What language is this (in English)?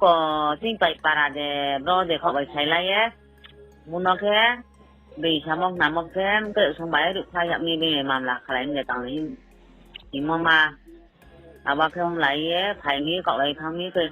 Riang (India)